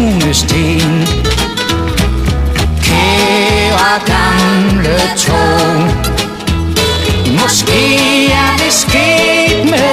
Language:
Danish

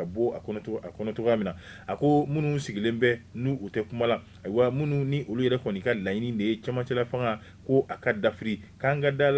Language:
Bambara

